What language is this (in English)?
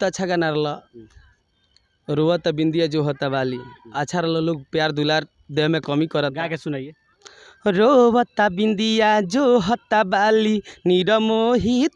Bhojpuri